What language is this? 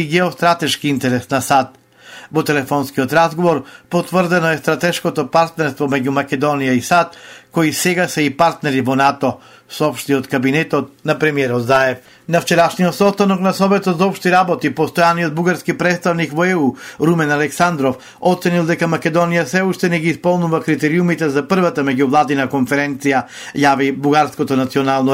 Macedonian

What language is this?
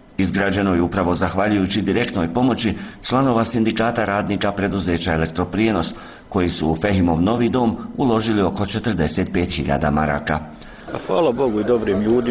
Bosnian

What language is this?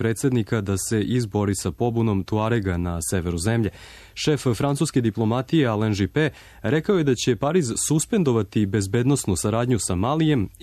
Serbian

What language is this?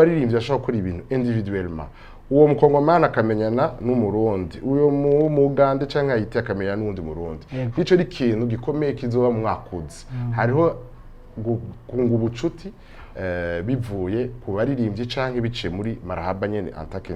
Rundi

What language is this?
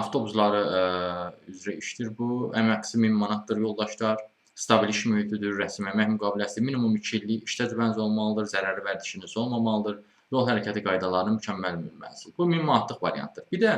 Azerbaijani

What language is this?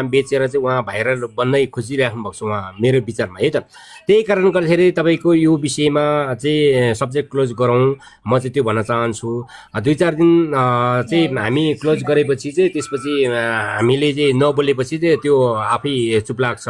Nepali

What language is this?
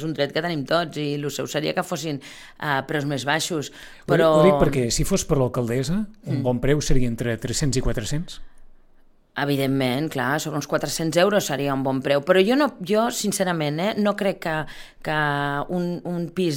Catalan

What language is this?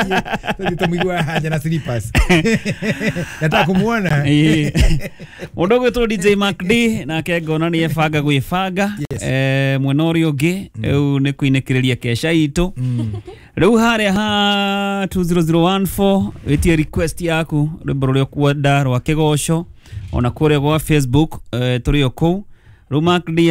Kikuyu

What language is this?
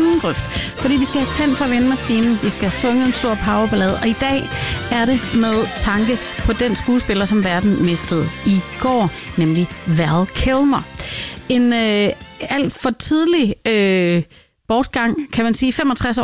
Danish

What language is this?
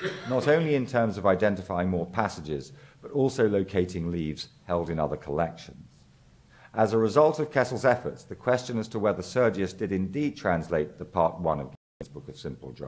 English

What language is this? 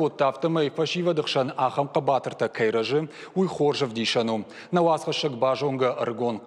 Ossetic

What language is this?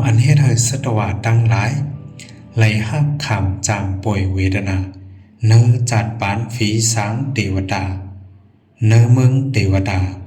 Shan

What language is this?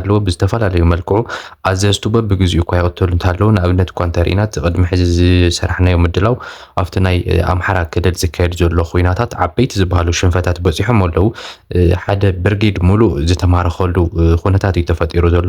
Tigrinya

